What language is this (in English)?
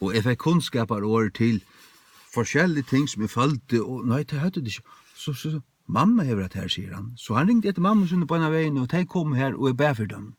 Faroese